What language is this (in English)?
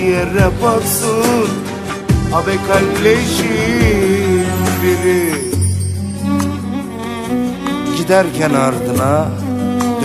Turkish